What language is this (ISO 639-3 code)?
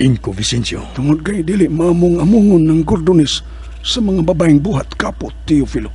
ceb